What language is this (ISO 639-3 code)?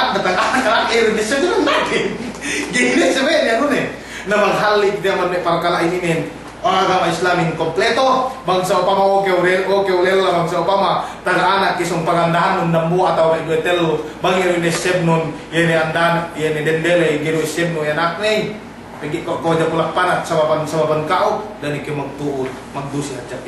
yka